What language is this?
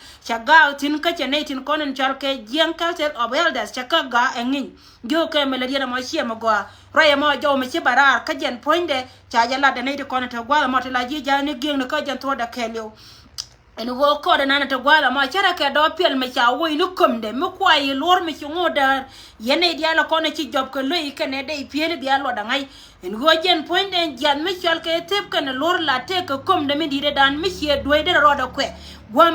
Nuer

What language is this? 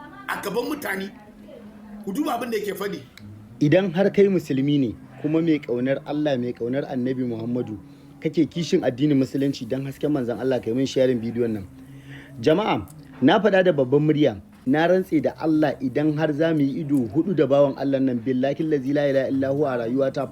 Hausa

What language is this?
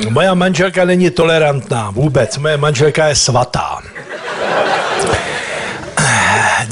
Czech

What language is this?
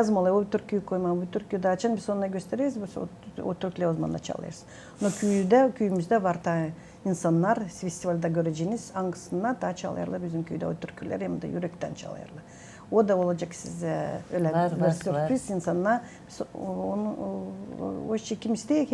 Gagauz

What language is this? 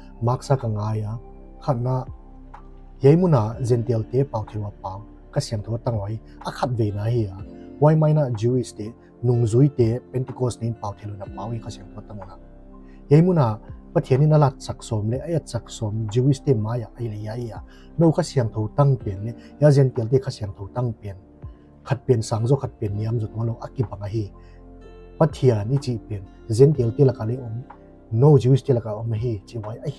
Paite Chin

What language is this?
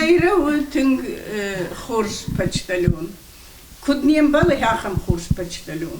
Ossetic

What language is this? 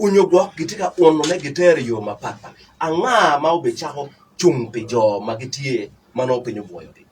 Acoli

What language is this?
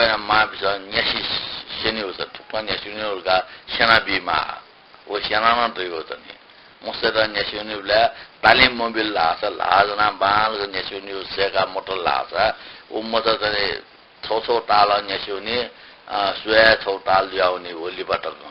Newari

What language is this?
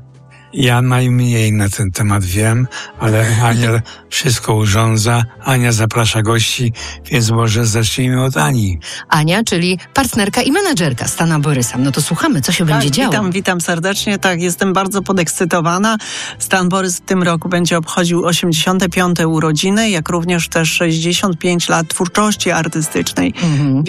Polish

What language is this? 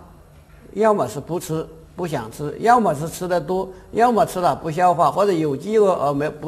Chinese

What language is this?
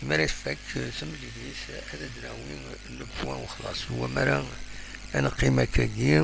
Kabyle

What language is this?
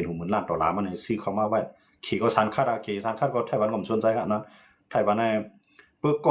Shan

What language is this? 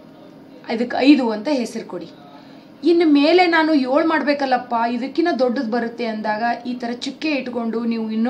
Kannada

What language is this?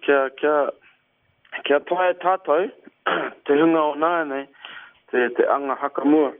Māori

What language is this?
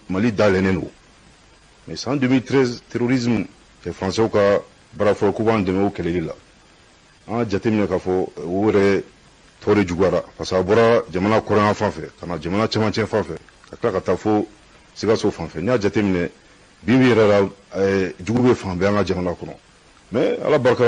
Bambara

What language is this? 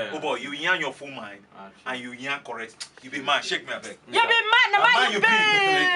Nigerian Pidgin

